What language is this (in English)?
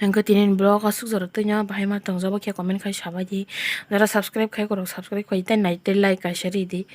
Kok Borok